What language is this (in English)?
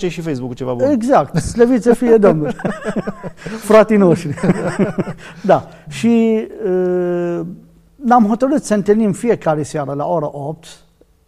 Romanian